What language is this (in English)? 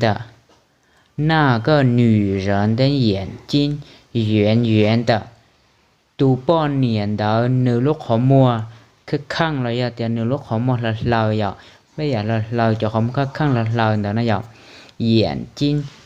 Hmong